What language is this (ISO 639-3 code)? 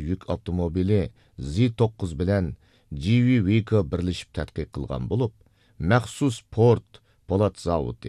uig